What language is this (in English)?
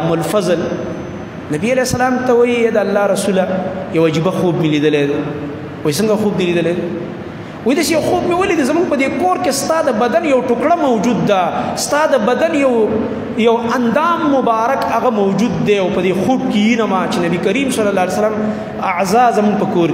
Pashto